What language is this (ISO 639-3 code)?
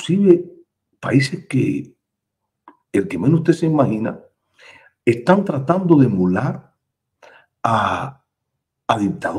spa